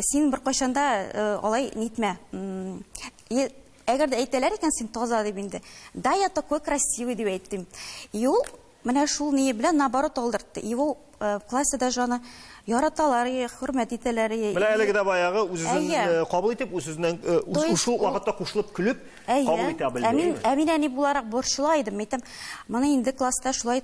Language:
Tatar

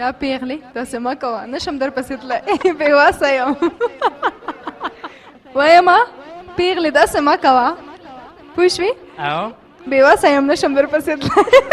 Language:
Pashto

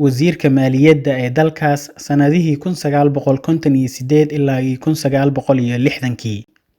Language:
Somali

